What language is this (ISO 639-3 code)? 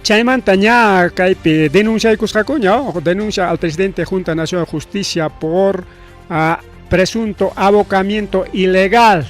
quy